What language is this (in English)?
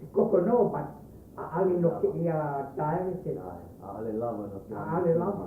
Hawaiian